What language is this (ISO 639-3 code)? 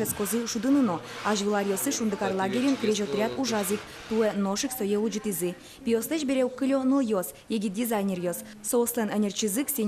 udm